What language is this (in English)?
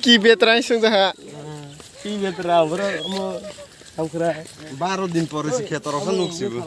Kok Borok